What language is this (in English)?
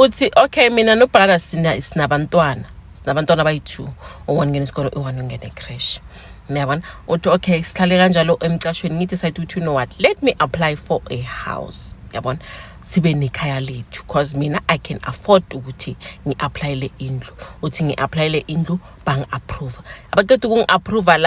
Zulu